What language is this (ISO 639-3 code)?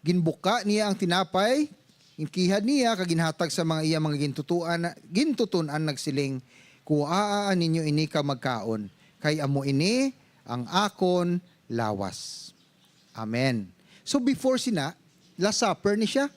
hil